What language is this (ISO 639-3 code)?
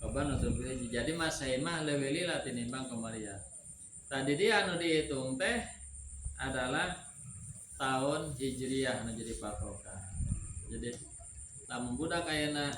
sun